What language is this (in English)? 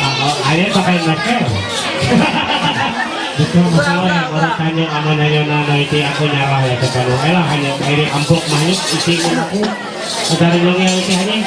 Ma'anyan